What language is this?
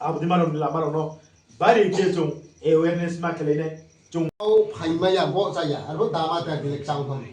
Riang (India)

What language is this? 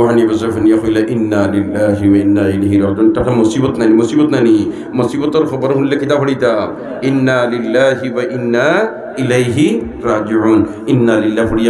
Sylheti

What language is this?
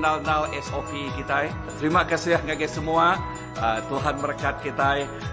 Iban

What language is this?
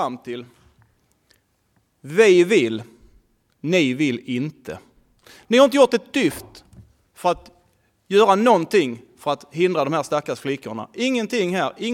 Swedish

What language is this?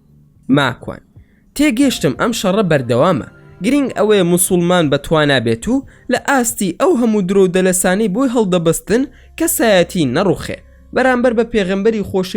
Central Kurdish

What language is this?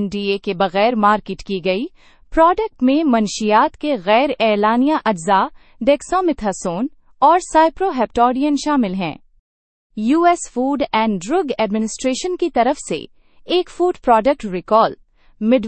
Urdu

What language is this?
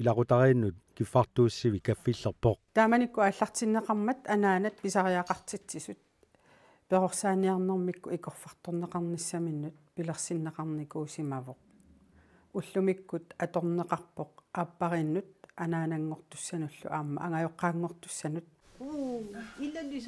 Kalaallisut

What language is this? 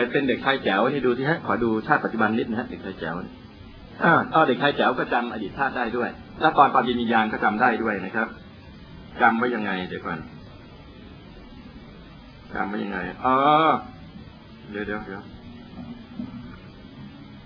Thai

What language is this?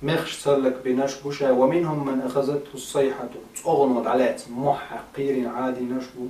Chechen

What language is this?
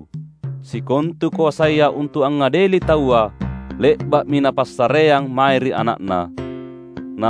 Makasar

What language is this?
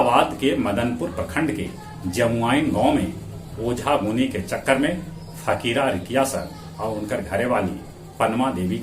Magahi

